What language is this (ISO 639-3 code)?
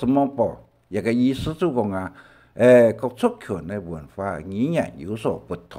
hak